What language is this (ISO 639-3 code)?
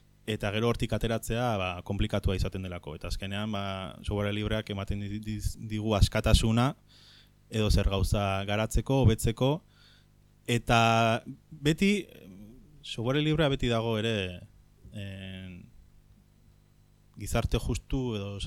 eus